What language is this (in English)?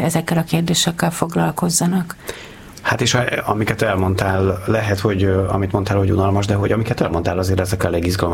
Hungarian